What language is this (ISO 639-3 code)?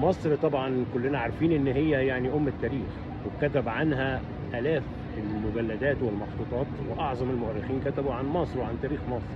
arz